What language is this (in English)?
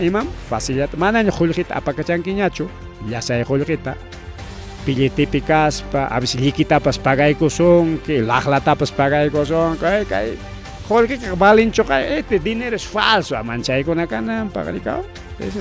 Ayacucho Quechua